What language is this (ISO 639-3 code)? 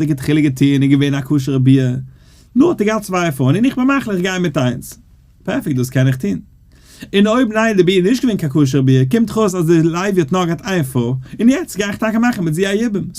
yid